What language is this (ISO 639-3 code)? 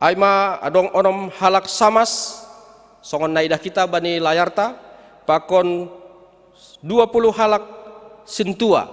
bts